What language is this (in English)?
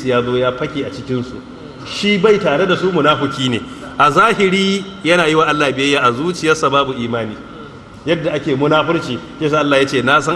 Hausa